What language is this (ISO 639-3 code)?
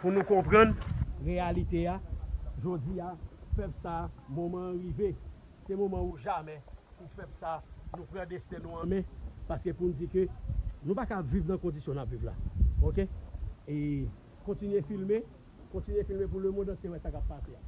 hat